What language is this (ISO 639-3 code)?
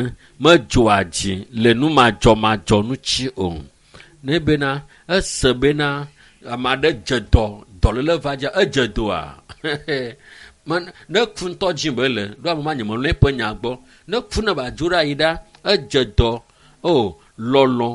ewe